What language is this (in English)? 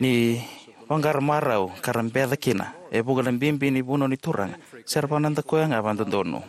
Fijian